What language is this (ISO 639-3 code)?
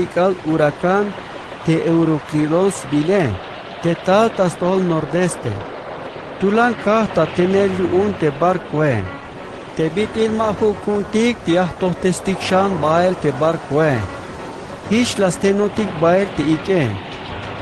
tzh